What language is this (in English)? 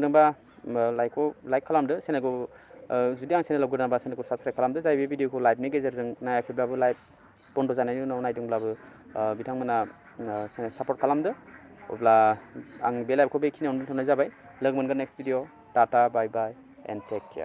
Bodo